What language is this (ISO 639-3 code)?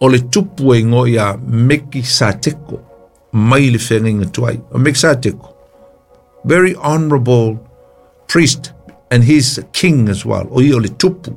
smo